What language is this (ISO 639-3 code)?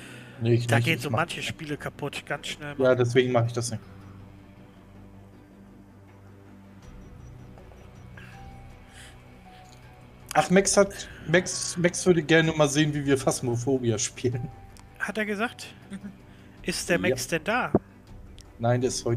deu